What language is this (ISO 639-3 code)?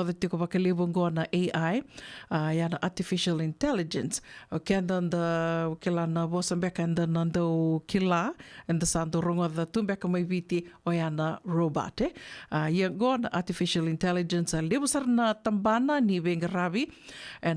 fij